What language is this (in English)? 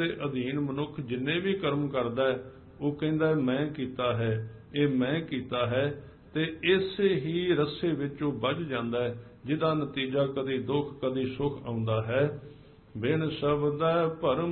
Punjabi